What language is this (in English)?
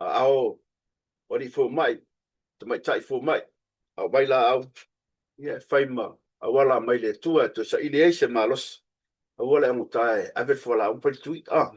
Samoan